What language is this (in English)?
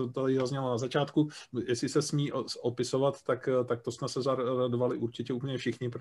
Czech